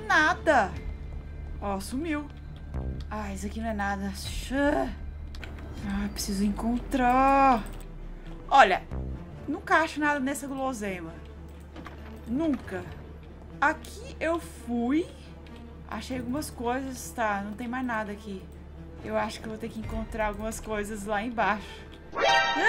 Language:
Portuguese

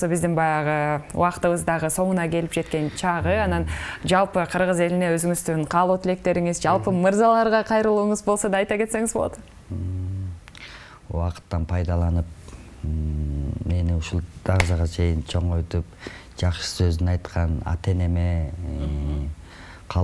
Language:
Kyrgyz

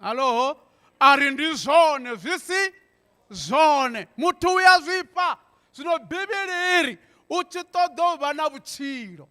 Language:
Venda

